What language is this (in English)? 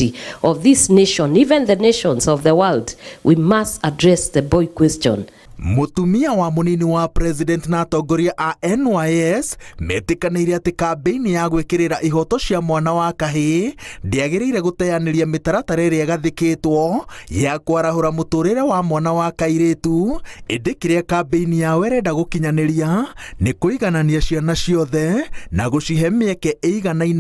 Kikuyu